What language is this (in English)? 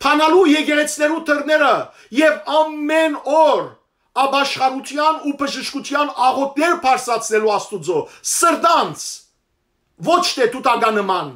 Western Armenian